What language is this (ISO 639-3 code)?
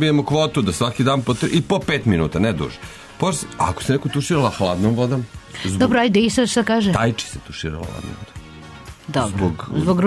srp